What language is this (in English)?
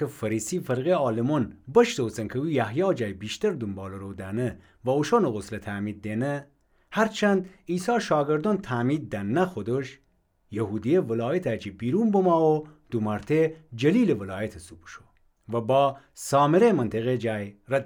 Gilaki